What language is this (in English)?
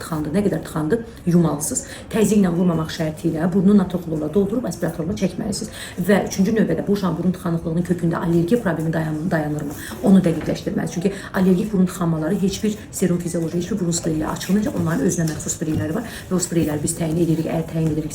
Azerbaijani